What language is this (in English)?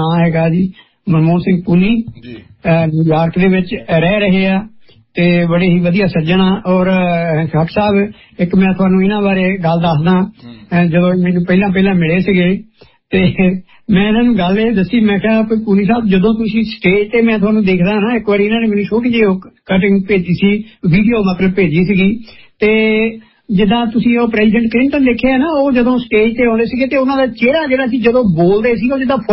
Punjabi